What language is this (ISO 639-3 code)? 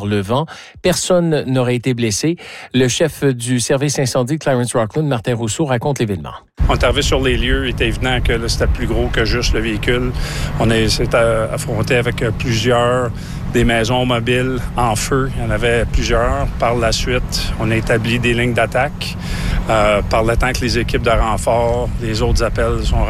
fra